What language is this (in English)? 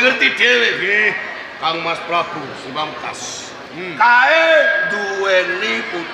Javanese